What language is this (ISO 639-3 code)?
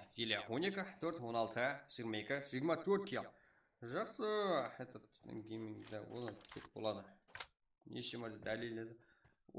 kaa